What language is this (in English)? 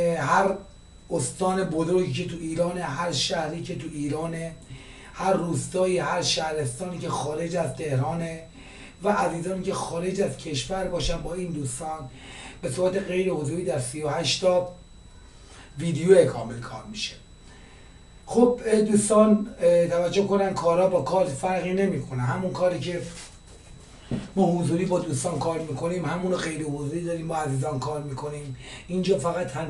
Persian